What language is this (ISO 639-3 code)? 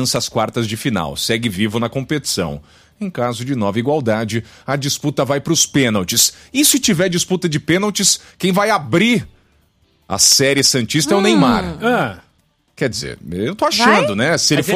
por